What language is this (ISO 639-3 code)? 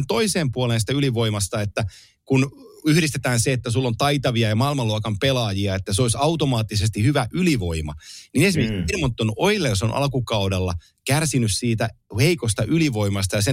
fin